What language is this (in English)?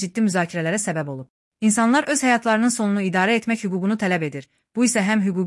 Azerbaijani